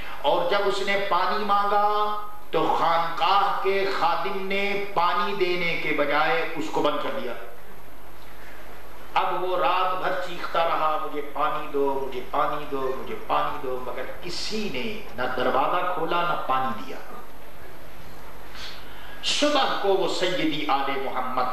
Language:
Urdu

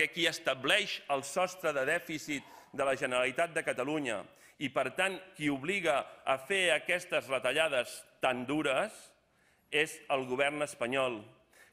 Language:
Catalan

